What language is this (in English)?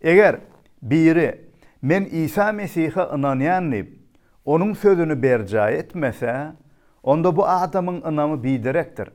Turkmen